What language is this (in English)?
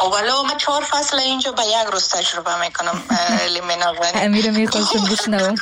Persian